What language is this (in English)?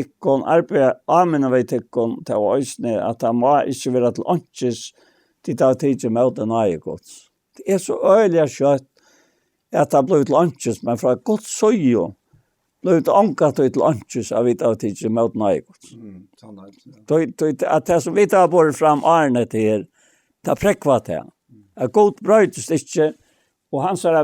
Faroese